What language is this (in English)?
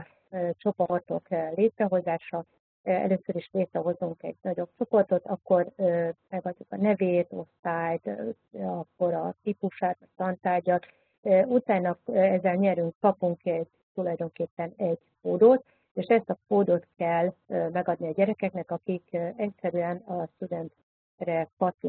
Hungarian